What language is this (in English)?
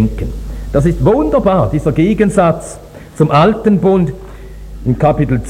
German